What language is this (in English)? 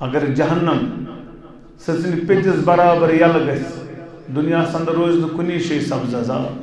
Kashmiri